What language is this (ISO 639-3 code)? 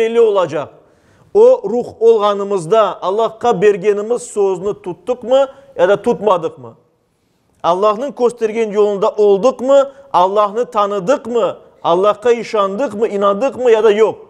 crh